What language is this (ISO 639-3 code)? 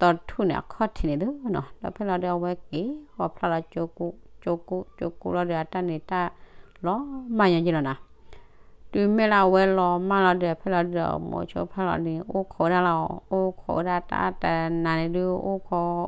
ksw